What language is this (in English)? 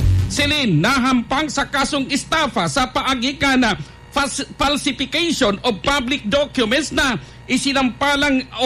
Bikol